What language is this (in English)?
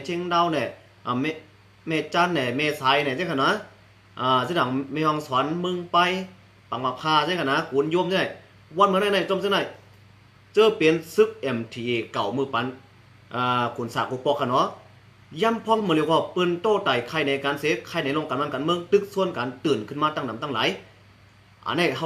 Shan